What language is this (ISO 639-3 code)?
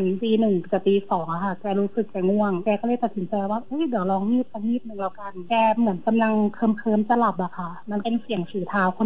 tha